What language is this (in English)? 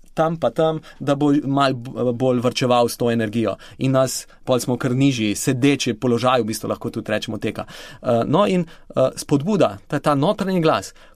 Slovenian